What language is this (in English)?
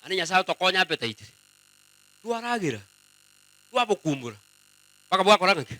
Gusii